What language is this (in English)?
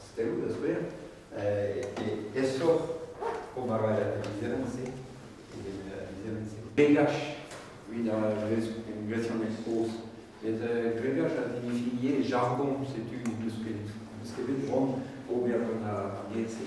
Breton